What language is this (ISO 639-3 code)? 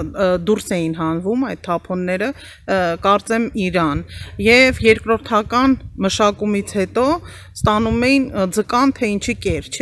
hye